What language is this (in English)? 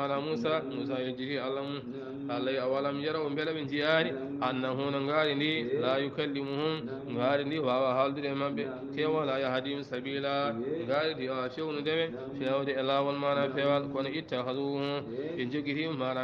Fula